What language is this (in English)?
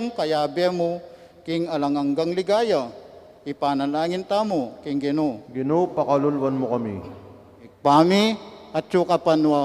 Pampanga